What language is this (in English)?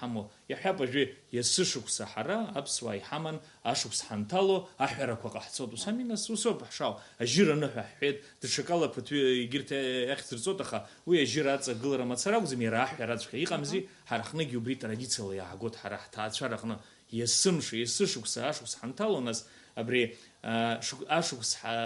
Abkhazian